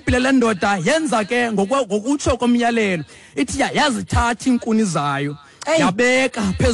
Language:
Xhosa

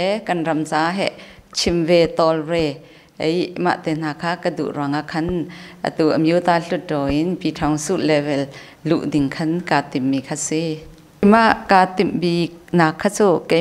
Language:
Hakha Chin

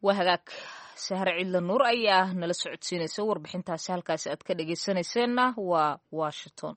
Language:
Somali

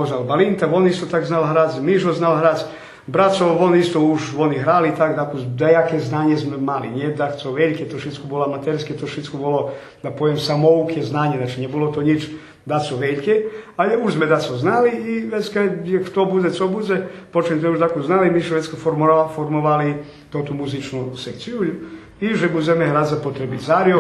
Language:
Rusyn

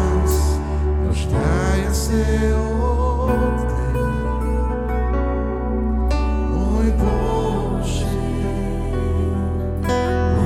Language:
Bulgarian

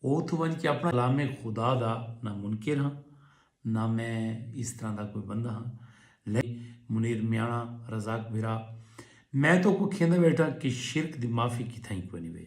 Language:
Saraiki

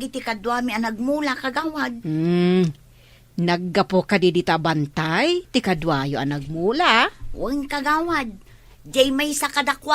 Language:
Iloko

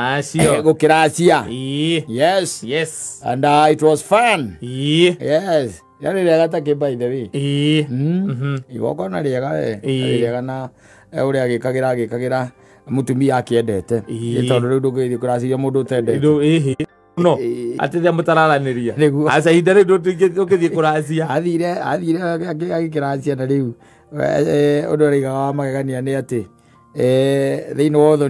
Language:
Kikuyu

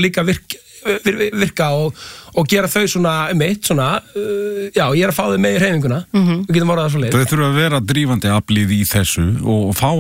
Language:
Icelandic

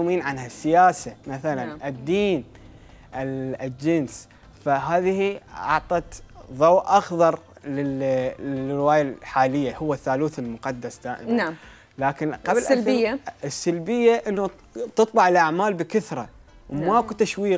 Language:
Mesopotamian Arabic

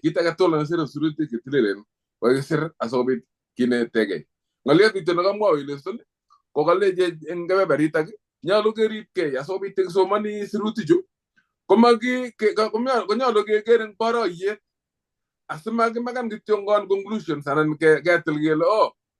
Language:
Kalenjin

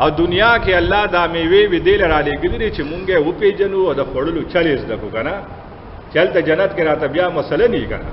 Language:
Pashto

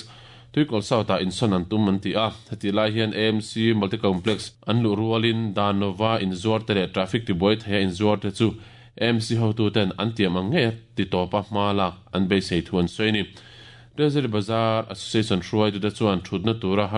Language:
Mizo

